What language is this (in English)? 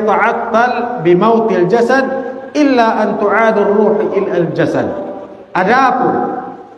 Tausug